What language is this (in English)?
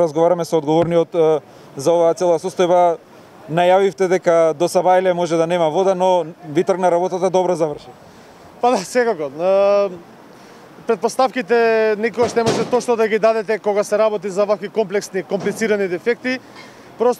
Macedonian